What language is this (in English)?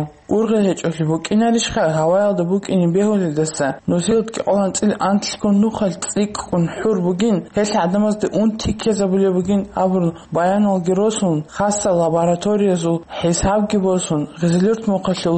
Avaric